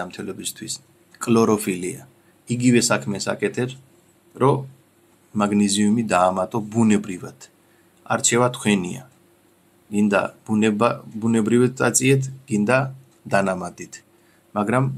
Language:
Georgian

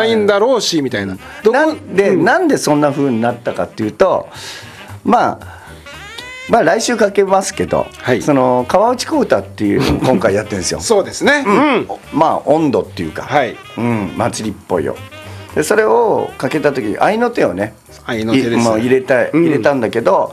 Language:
Japanese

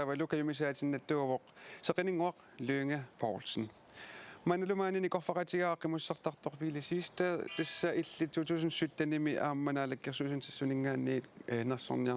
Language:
Kalaallisut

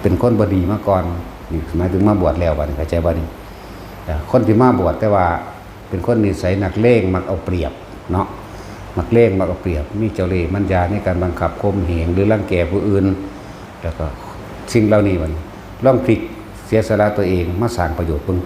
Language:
Northeastern Thai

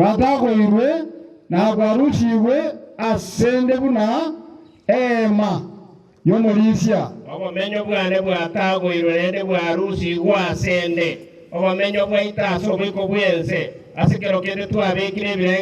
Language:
Gusii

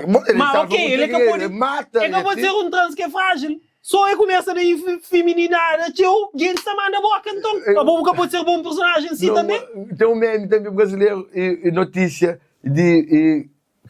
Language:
Kabuverdianu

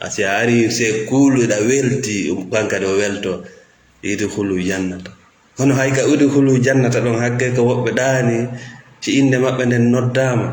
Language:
Fula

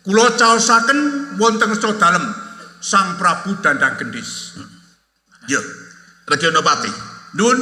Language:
Javanese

